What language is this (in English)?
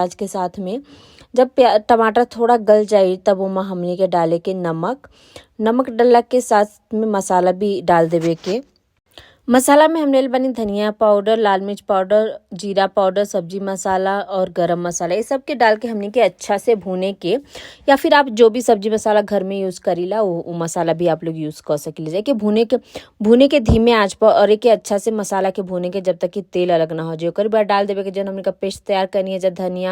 Bhojpuri